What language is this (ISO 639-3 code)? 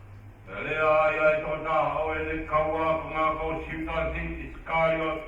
ton